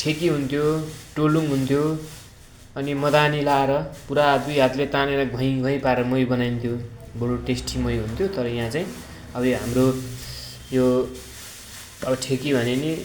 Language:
Nepali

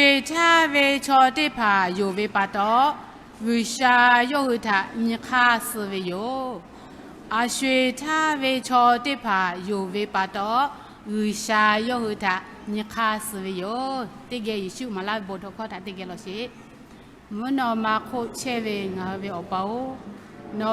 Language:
Lahu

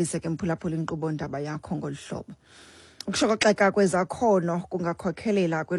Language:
Xhosa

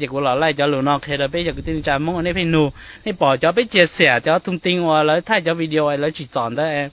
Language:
Hmong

